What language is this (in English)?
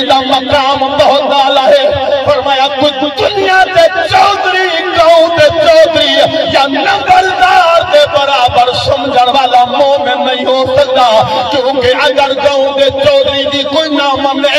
Saraiki